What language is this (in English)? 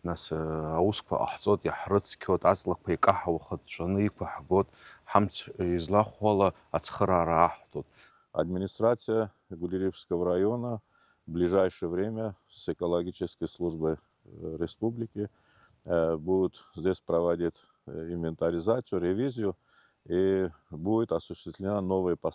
Abkhazian